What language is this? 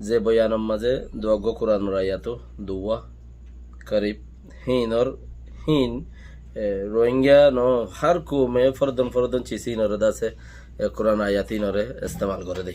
Rohingya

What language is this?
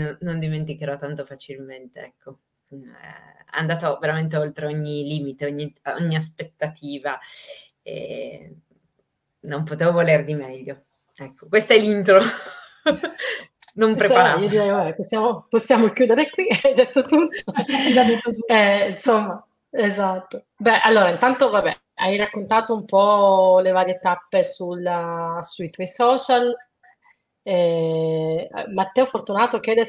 Italian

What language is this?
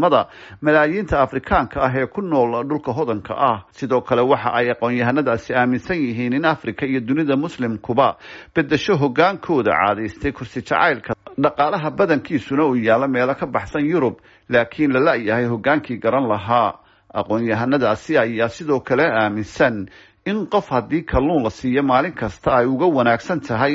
Somali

